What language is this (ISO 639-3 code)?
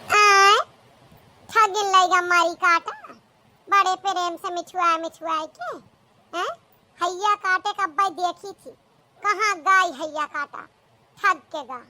awa